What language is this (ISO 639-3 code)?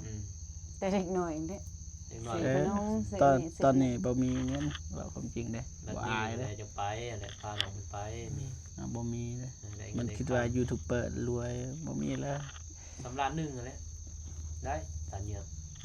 lao